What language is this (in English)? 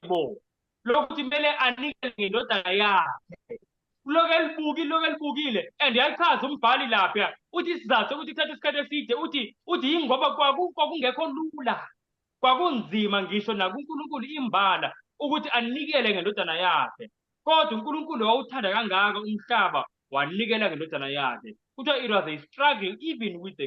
Zulu